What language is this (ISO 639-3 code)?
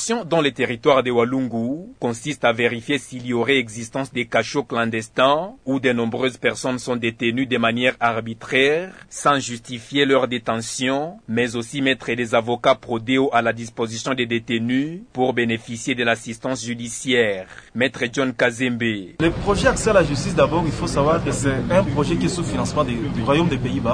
fra